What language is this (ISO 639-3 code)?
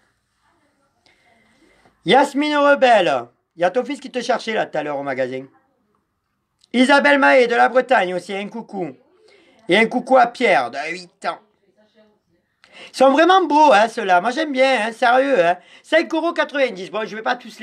fra